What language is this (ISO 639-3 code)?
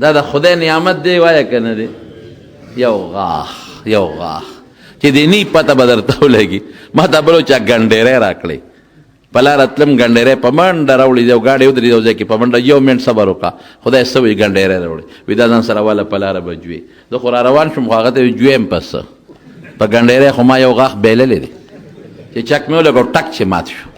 pus